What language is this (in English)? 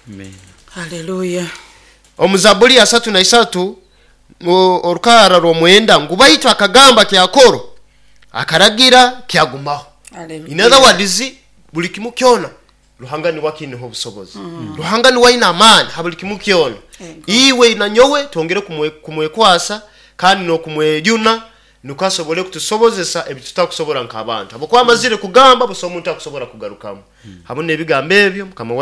Nyoro